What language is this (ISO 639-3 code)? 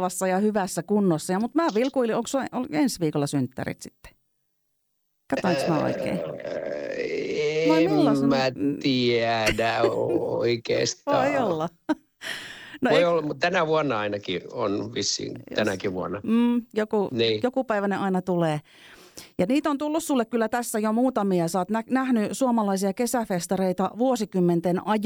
fin